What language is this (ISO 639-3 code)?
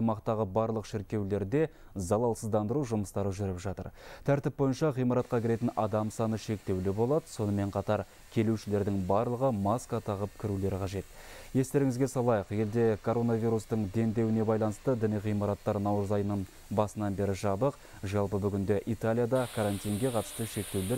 kaz